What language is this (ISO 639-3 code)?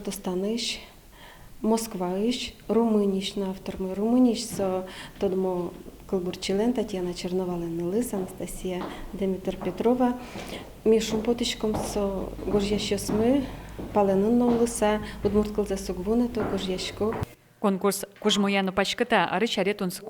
udm